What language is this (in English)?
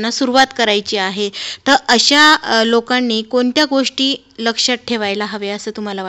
Marathi